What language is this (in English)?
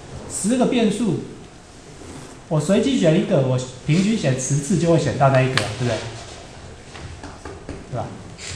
Chinese